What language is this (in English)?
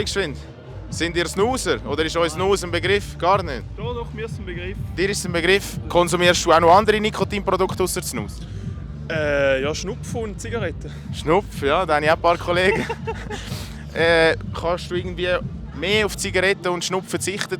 Swiss German